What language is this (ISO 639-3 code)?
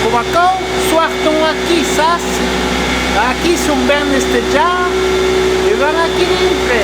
oci